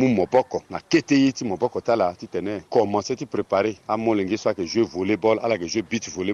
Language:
Sango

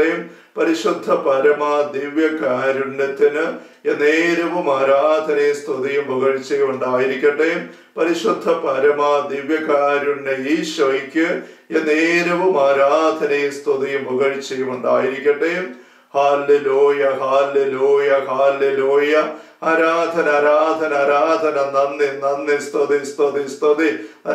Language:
Malayalam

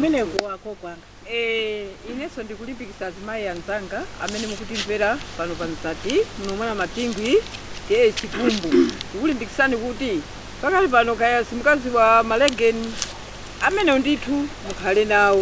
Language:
Nyanja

